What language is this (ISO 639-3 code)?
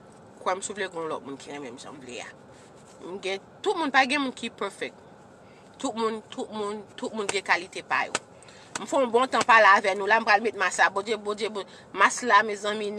hat